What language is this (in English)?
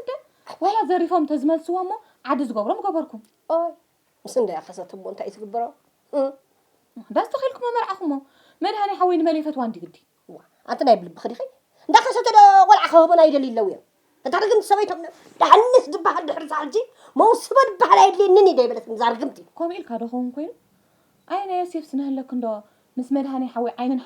Tigrinya